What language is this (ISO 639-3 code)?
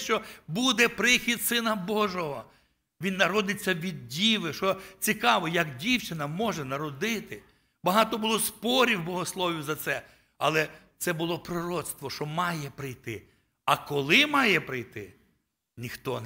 ukr